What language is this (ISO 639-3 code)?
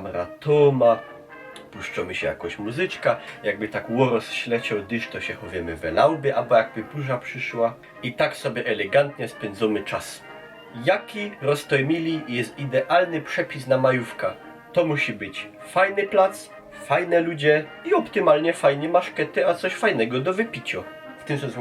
szl